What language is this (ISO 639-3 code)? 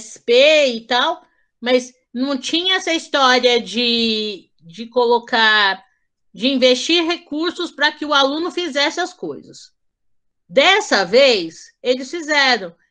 por